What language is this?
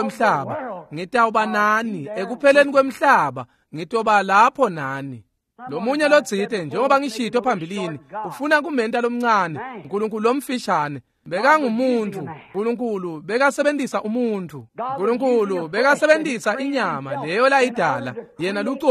Swati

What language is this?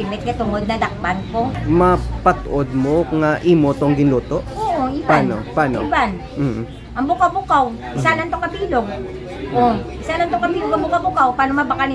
Hiligaynon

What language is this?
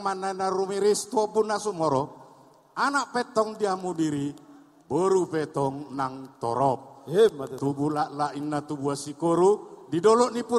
Batak Toba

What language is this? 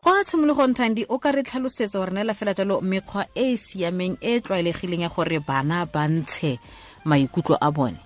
Tswana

